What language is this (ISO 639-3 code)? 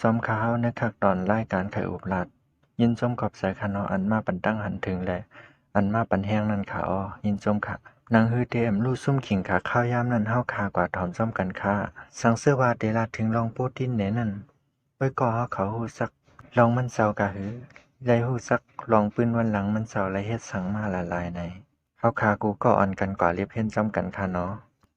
shn